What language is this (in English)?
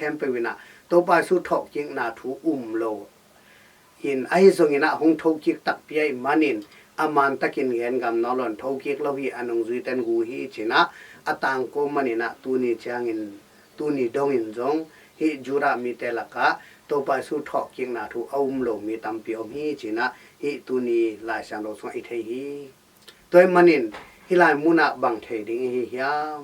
Tedim Chin